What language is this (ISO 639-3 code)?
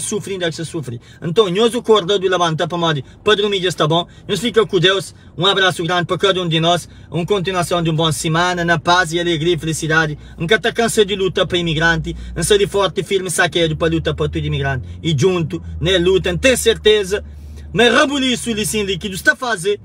kea